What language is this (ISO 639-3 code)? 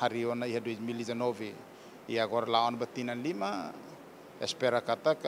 tet